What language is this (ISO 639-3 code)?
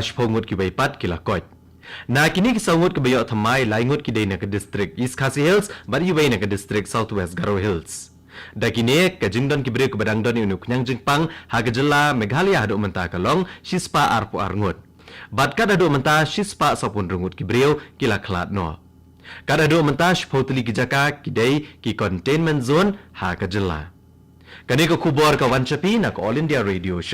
kha